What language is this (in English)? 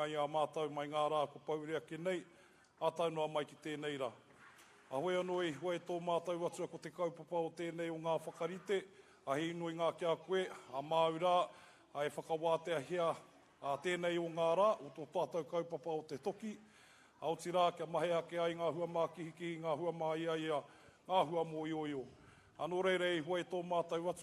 Māori